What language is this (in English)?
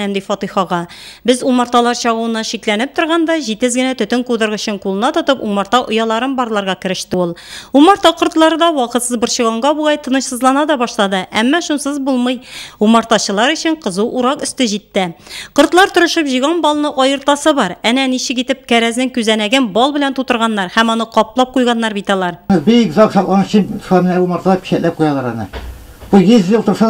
Tatar